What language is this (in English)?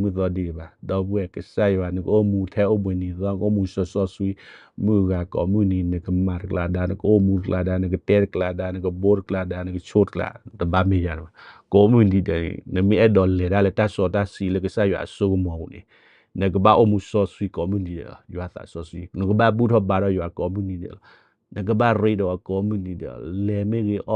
S'gaw Karen